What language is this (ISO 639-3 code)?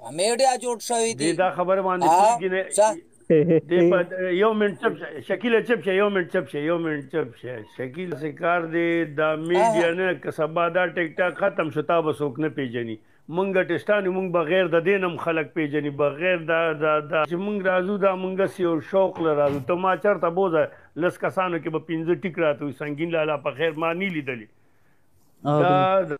pus